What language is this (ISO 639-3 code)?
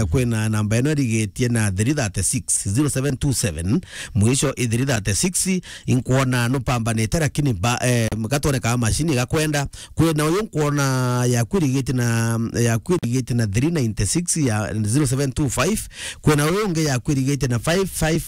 mer